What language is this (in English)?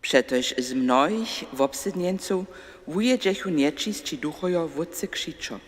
Upper Sorbian